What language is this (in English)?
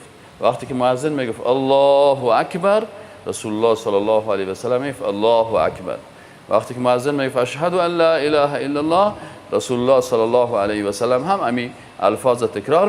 Persian